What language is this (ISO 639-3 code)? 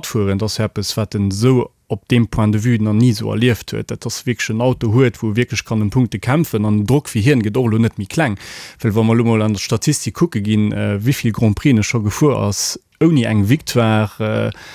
ltz